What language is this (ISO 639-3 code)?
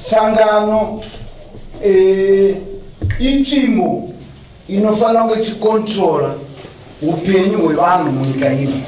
sna